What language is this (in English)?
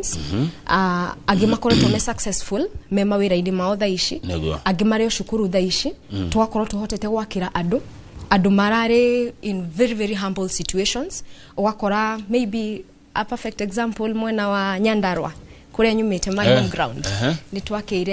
Kikuyu